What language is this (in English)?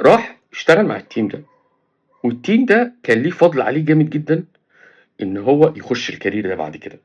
Egyptian Arabic